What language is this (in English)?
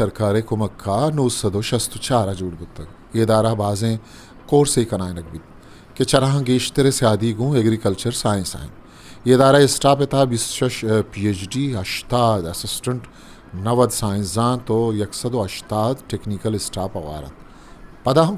Eastern Balochi